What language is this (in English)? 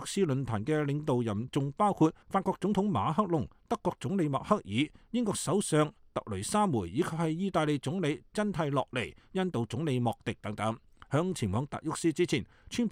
Cantonese